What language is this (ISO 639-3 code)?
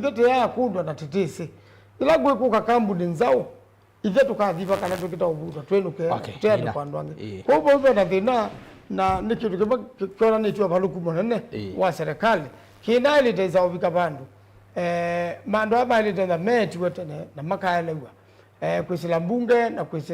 kam